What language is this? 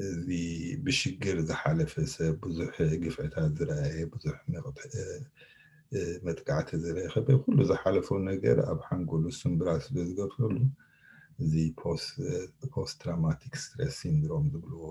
Tigrinya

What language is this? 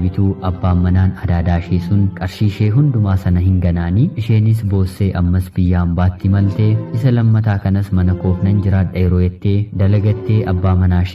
Oromo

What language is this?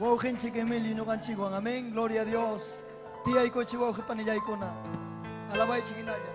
Ayacucho Quechua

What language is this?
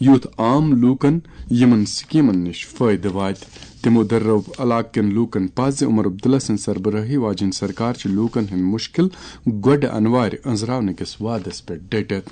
Kashmiri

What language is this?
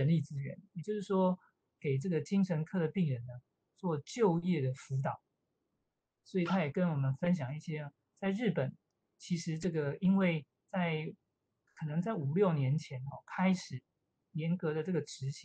Chinese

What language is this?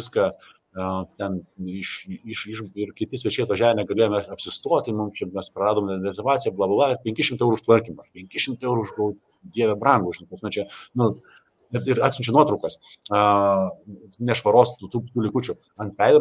Lithuanian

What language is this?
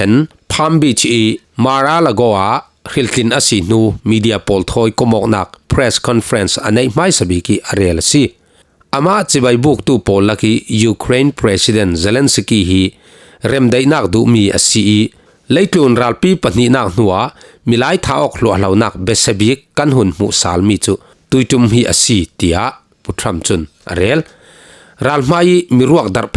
Falam Chin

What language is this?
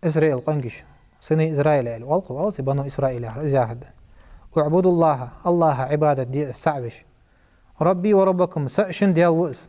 Ingush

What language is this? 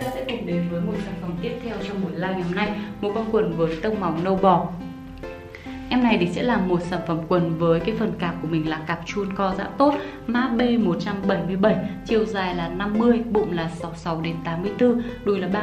Vietnamese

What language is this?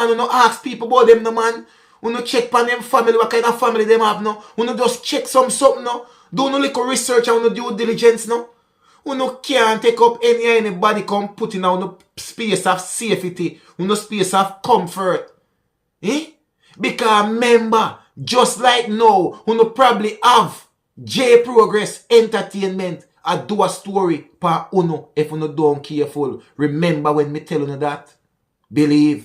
Jamaican Creole English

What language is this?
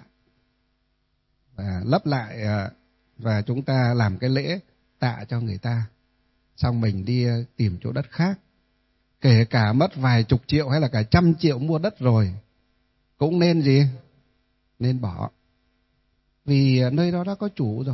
Vietnamese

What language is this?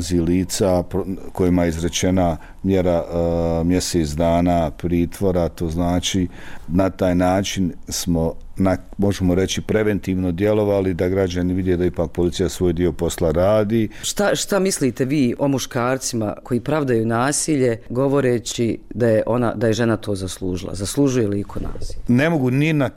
Bosnian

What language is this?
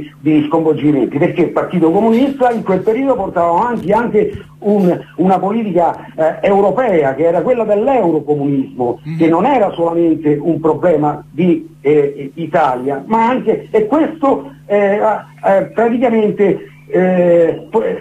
Italian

